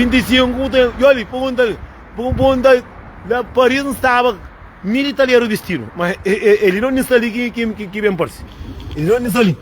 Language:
Kabuverdianu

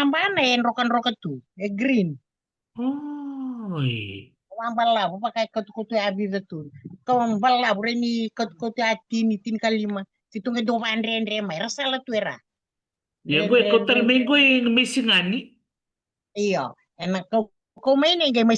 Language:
Fijian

